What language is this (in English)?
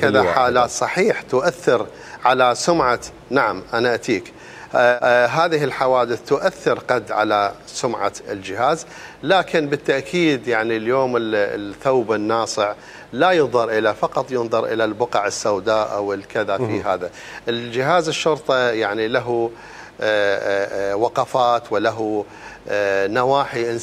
Mesopotamian Arabic